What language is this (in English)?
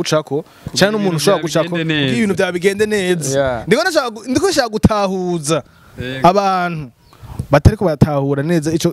Rundi